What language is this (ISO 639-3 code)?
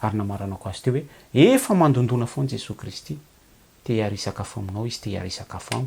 mlg